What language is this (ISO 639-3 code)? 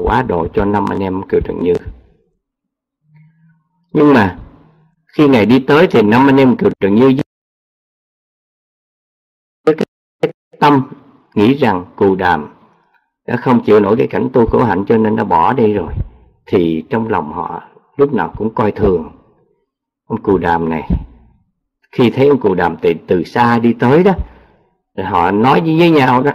vie